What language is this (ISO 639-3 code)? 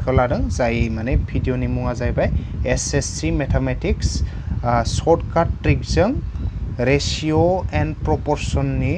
brx